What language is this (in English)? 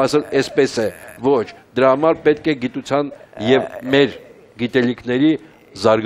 Armenian